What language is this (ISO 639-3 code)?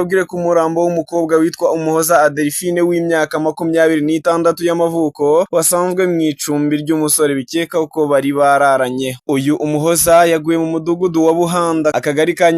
kin